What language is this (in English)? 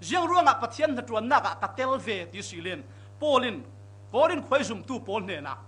Falam Chin